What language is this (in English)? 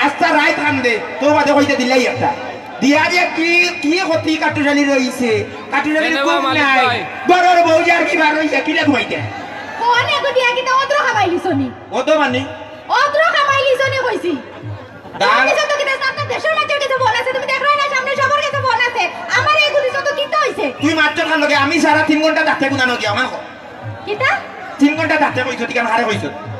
Sylheti